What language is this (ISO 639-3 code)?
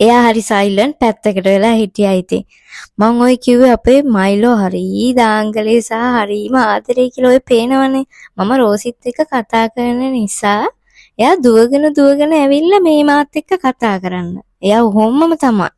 sin